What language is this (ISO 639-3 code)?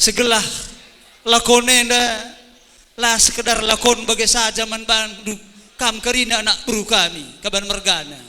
btx